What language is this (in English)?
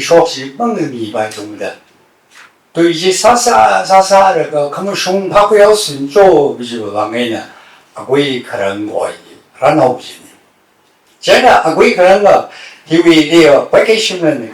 Tangkhul Naga (India)